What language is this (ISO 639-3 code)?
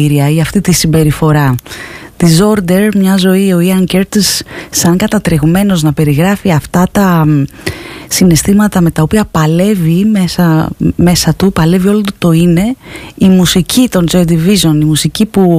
ell